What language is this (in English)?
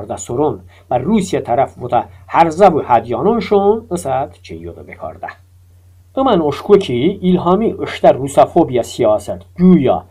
Talysh